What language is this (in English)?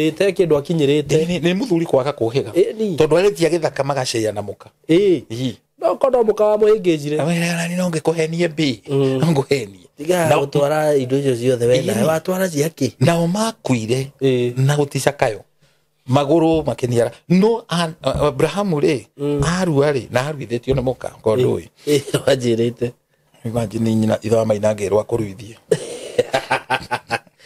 Kikuyu